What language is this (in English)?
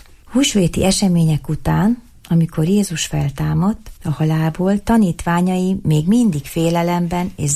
Hungarian